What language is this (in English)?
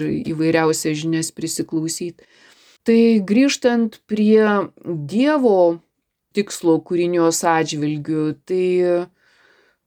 Lithuanian